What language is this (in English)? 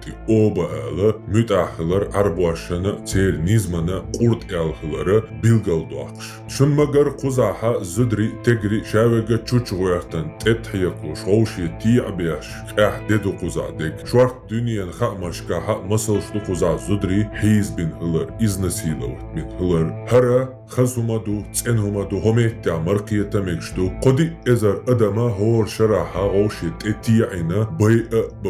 Chechen